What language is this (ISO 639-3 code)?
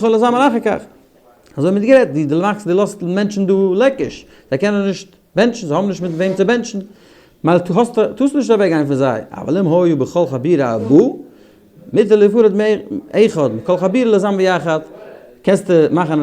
yid